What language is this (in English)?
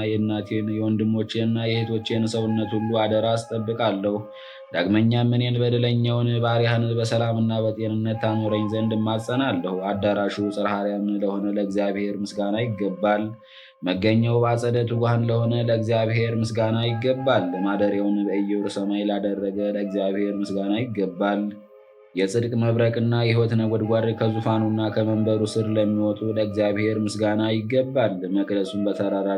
Amharic